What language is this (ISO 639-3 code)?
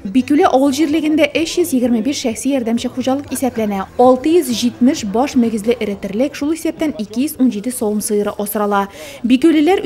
tat